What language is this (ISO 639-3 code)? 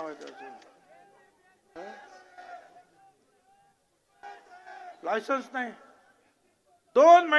mar